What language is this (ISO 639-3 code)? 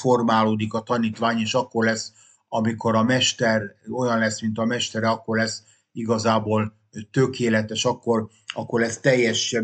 hun